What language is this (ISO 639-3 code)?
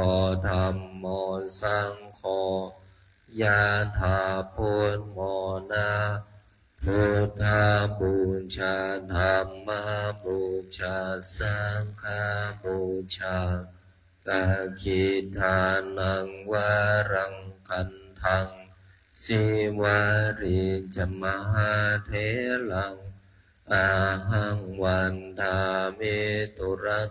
pli